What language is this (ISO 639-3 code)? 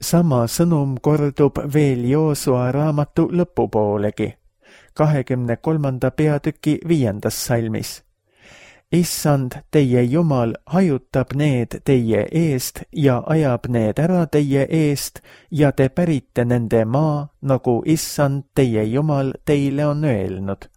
est